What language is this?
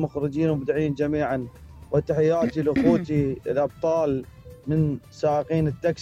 Mesopotamian Arabic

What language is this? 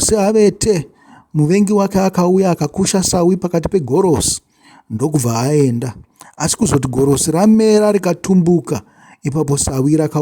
Shona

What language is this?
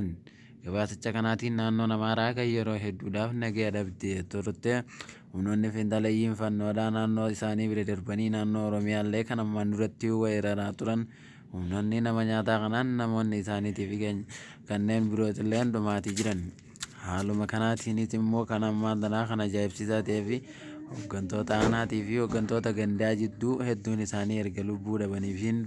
Oromo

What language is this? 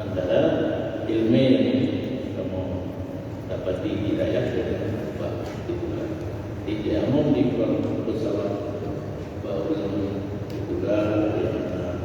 Achinese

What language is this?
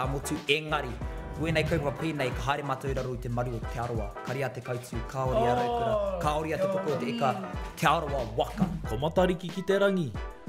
Māori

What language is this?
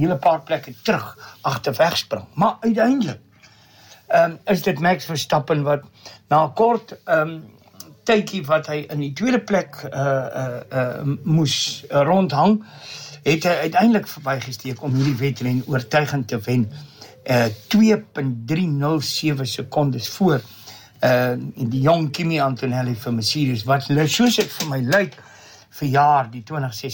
Afrikaans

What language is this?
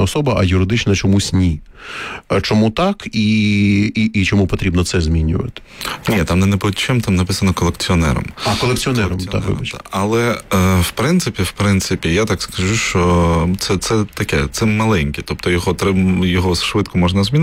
Ukrainian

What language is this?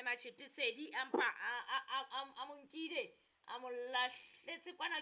Southern Sotho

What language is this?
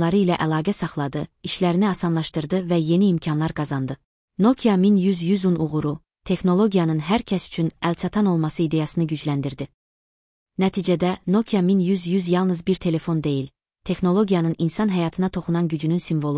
Azerbaijani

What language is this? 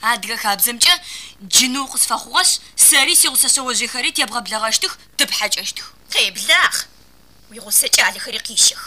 Adyghe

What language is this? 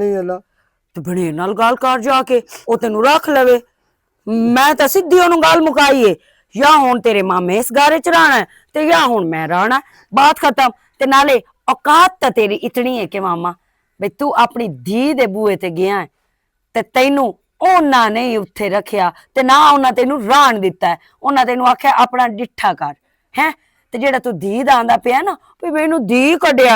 Western Panjabi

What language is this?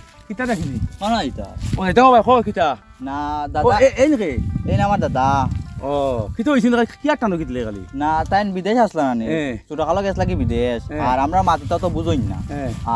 Sylheti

